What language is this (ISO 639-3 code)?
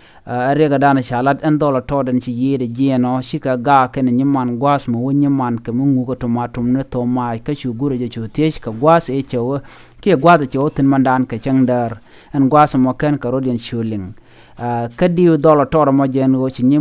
nus